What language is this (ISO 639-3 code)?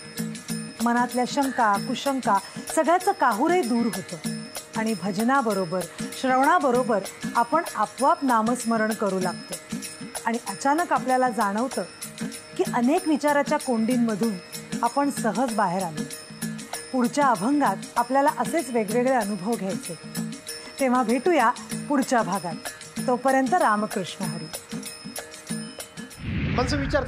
mar